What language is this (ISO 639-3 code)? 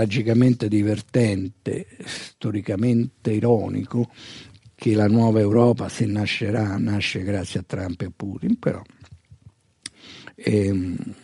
ita